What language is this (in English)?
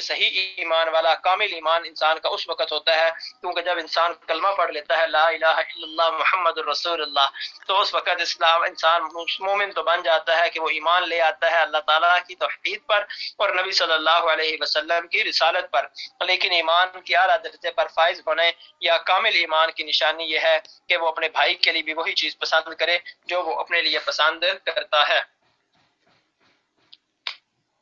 Urdu